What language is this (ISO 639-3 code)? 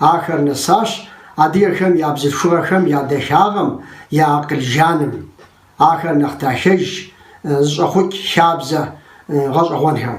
kbd